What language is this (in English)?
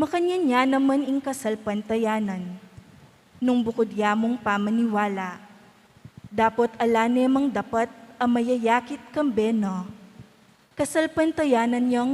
Pampanga